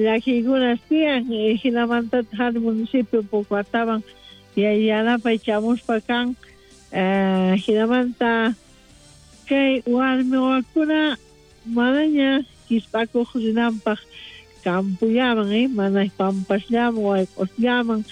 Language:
South Bolivian Quechua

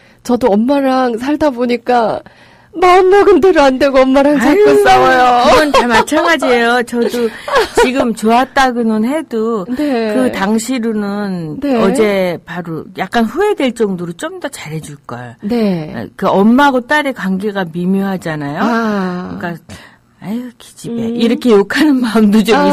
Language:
Korean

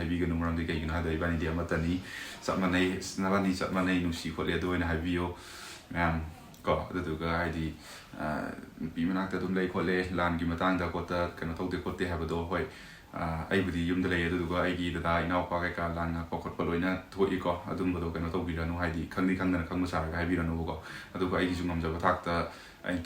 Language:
Manipuri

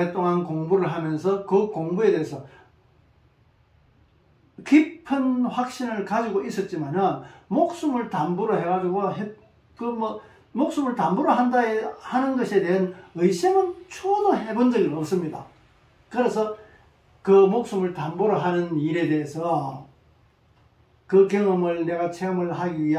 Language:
Korean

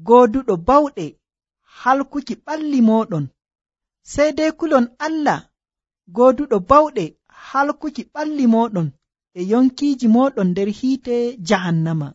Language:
Nigerian Fulfulde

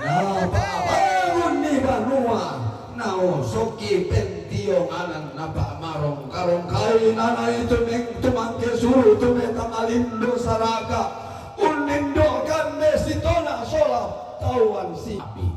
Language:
Toraja-Sa'dan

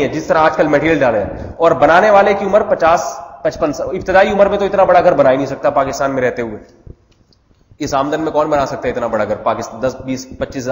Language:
Urdu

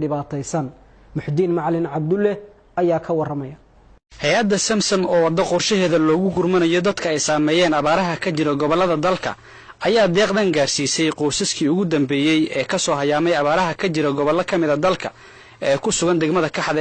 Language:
Somali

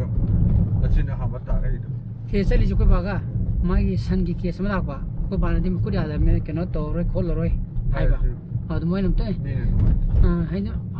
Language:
Manipuri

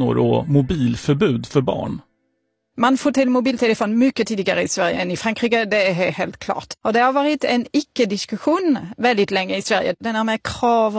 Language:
Swedish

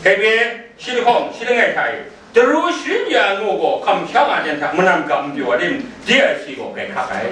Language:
Kachin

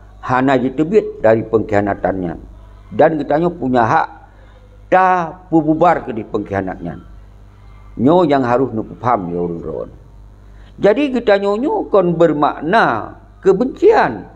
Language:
Achinese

